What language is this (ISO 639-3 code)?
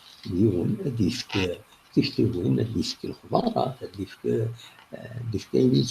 kab